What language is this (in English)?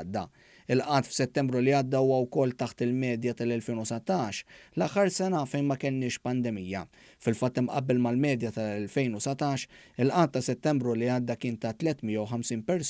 Maltese